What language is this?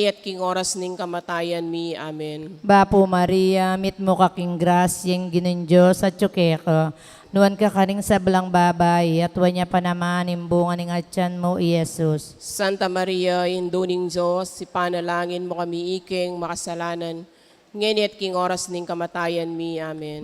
Pampanga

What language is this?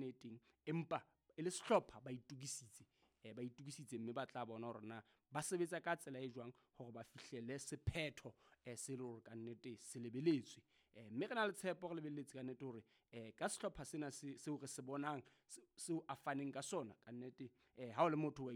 Southern Sotho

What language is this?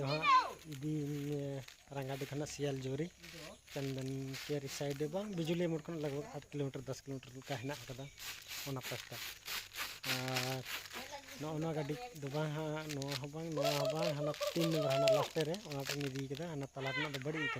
Santali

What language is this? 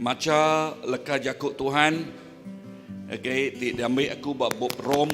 Iban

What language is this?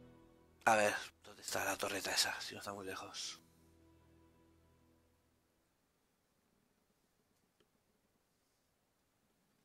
Spanish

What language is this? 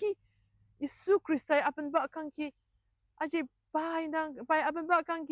Ao Naga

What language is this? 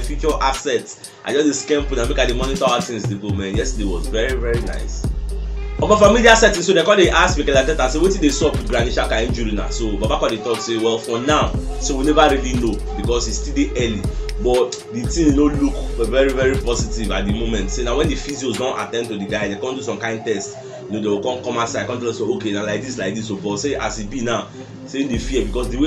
Nigerian Pidgin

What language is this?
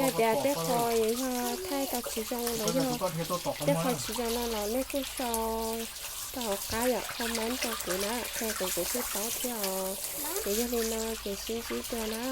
Hmong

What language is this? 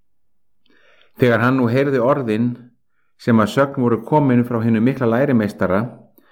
Icelandic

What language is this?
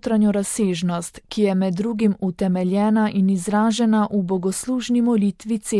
Slovenian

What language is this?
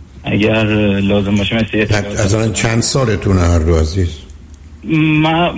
Persian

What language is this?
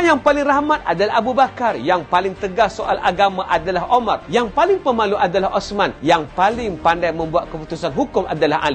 Malay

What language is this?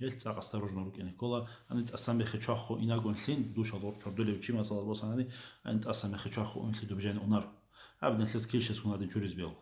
Avaric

